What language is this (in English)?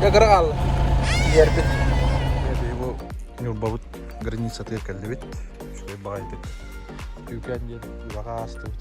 Yakut